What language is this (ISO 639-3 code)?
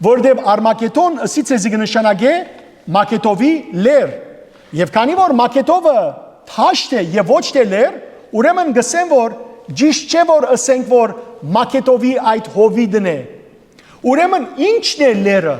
hyw